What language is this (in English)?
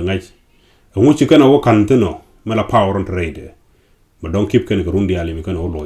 Nuer